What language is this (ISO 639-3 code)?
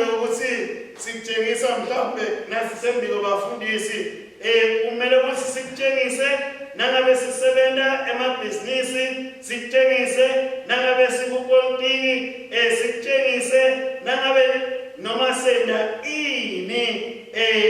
ssw